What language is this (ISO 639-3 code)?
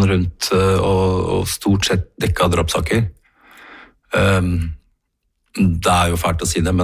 nor